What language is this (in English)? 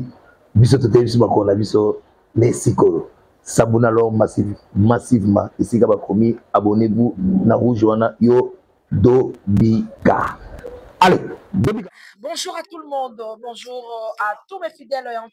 Lingala